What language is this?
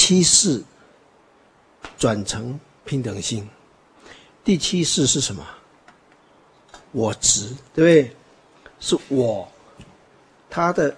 Chinese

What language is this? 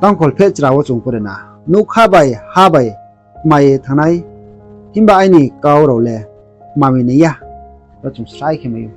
Riang (India)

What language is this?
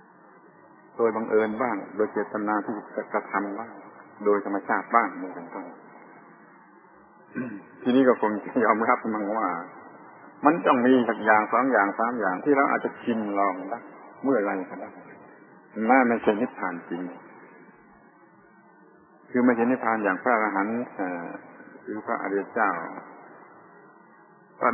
Thai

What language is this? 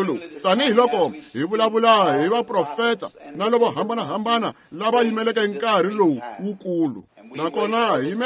Tsonga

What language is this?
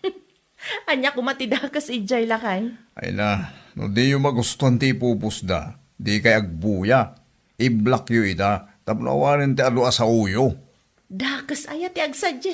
Iloko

